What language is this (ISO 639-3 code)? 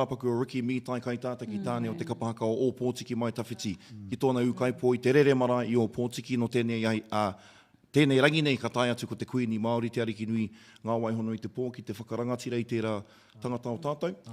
mri